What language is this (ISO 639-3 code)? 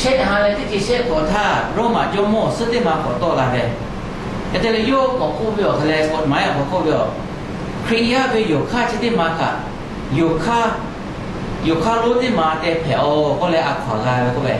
lhu